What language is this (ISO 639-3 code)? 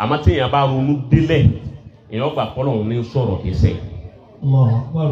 yor